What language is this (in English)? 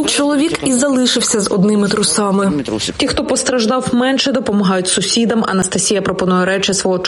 Ukrainian